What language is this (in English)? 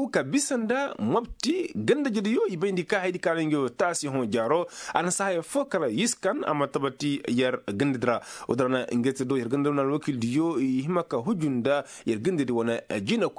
Koyraboro Senni